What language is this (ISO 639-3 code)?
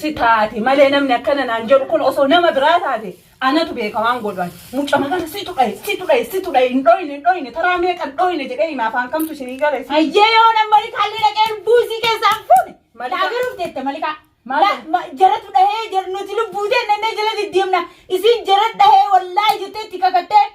orm